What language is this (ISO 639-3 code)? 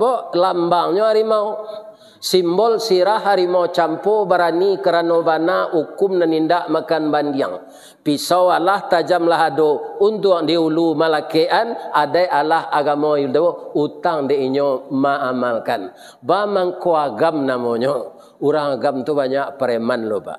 min